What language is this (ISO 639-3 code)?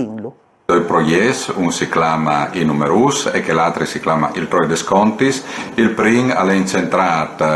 fur